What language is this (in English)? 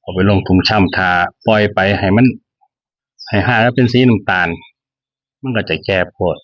Northeastern Thai